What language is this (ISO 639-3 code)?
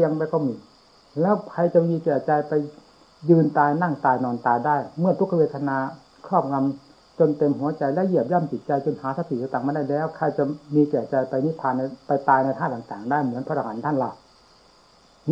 tha